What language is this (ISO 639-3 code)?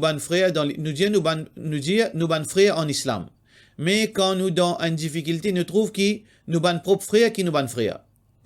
mfe